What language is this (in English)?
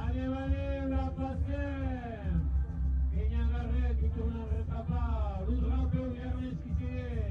Occitan